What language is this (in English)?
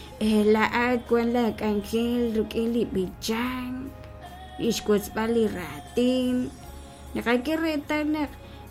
Kekchí